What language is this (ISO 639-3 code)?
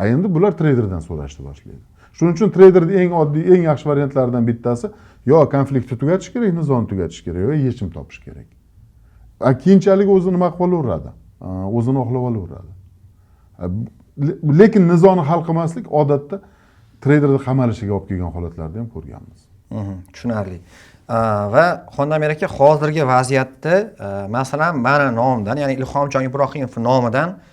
uzb